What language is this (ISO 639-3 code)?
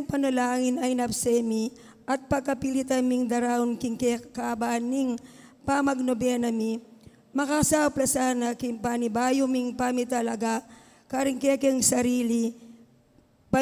pam